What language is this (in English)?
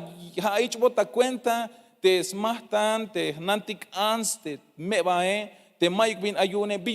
Tzeltal